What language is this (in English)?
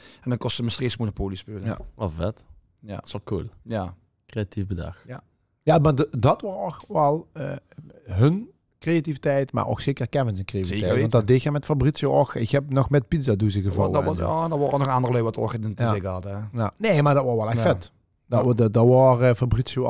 Limburgish